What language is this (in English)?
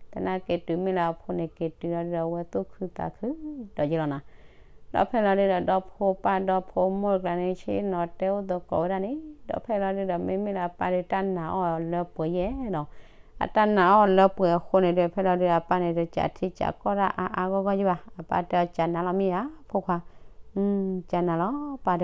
S'gaw Karen